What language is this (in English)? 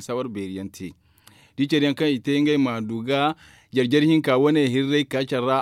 Zarma